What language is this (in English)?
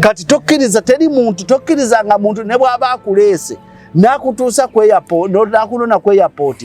Ganda